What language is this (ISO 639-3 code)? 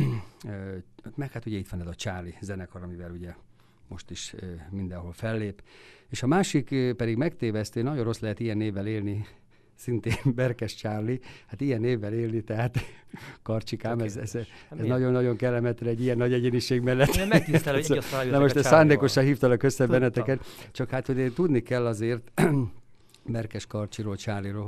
hun